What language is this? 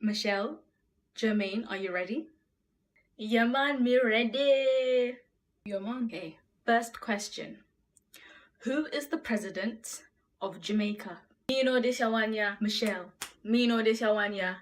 Jamaican Creole English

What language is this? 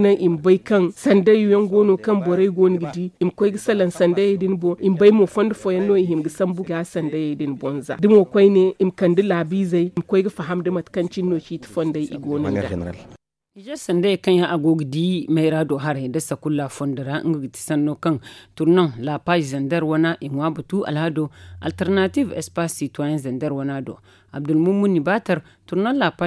Zarma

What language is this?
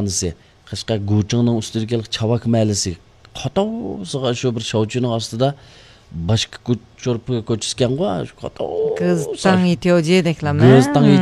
Uyghur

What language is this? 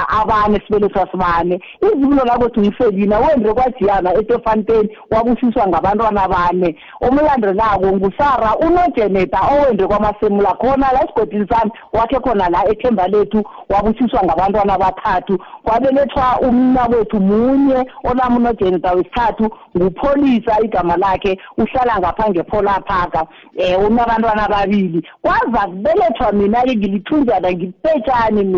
South Ndebele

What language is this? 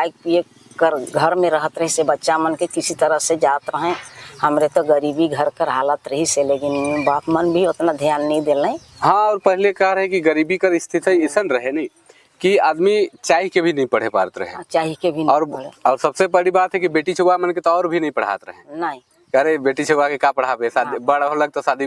Sadri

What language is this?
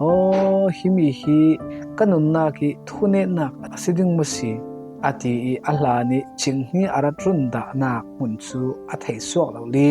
Falam Chin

